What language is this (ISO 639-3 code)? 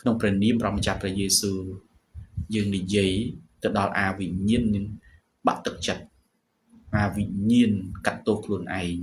khm